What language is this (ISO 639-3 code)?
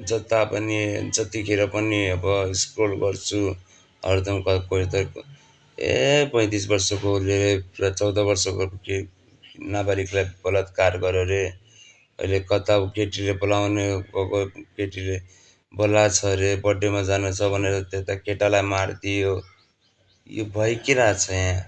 nep